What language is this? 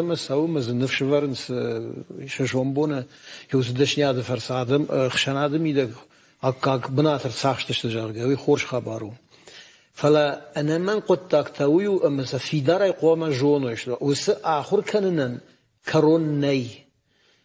Ossetic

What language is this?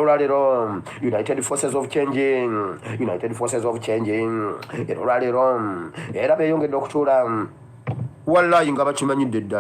Ganda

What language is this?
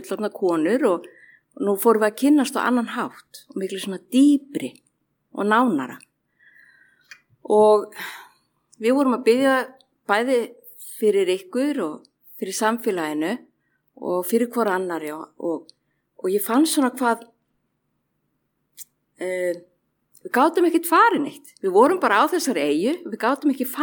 Icelandic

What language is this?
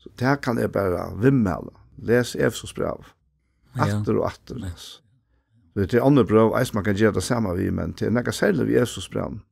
Faroese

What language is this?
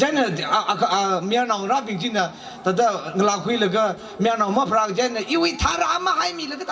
Tangkhul Naga (India)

